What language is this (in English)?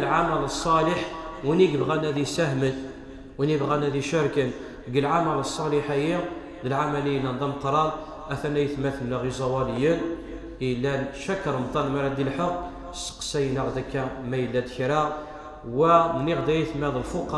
Kabyle